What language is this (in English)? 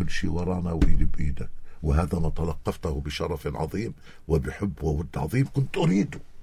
North Levantine Arabic